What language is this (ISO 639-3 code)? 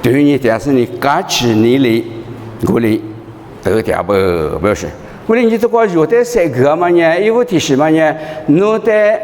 lis